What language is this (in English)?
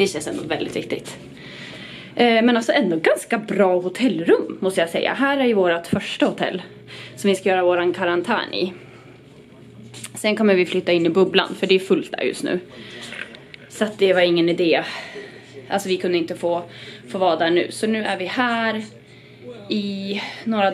Swedish